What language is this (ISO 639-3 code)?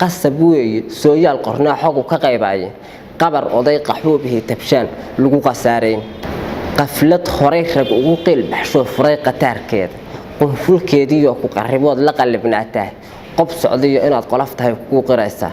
som